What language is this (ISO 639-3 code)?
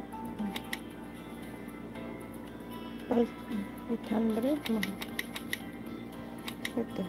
fil